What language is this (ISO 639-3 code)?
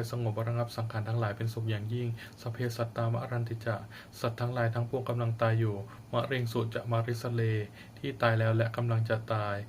pli